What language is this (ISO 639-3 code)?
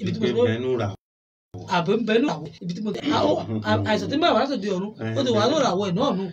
yor